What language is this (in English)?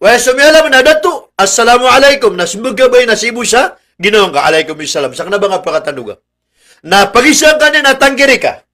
Maranao